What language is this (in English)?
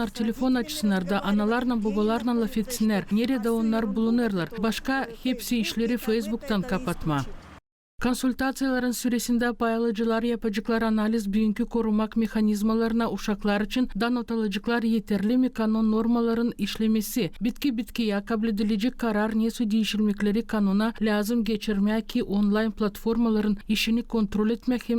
Gagauz